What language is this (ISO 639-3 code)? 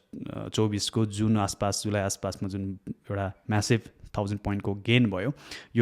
nep